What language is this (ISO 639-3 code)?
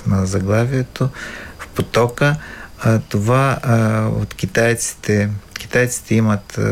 bul